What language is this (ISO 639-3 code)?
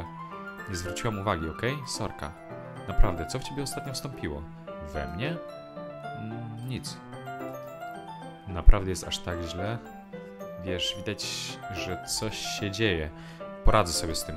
pol